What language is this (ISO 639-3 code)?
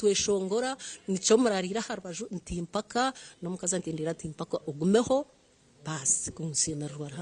nyn